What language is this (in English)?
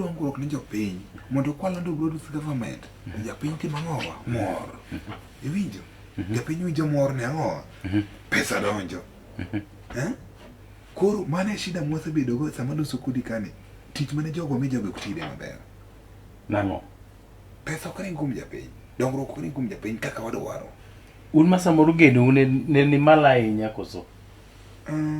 Luo (Kenya and Tanzania)